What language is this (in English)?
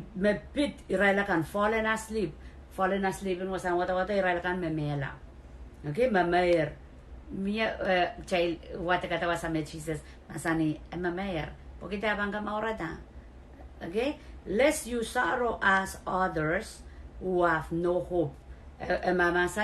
Pohnpeian